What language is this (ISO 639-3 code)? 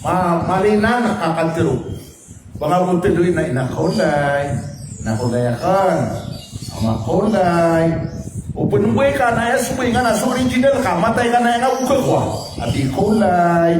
mrw